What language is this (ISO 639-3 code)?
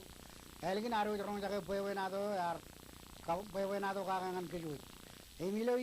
mah